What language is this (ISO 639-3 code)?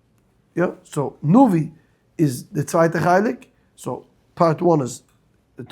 yid